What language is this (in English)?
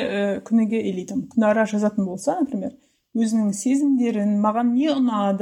Kazakh